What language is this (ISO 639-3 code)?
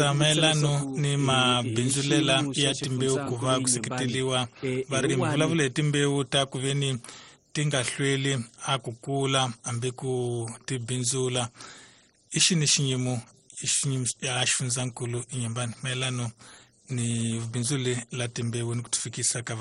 tso